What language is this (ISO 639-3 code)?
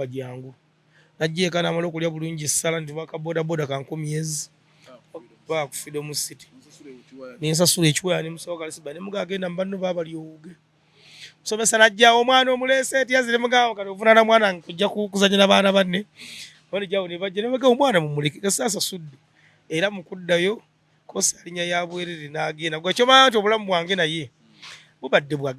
lug